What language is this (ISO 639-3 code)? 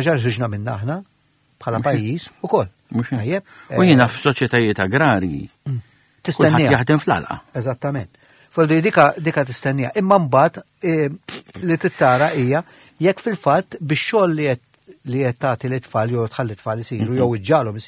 mlt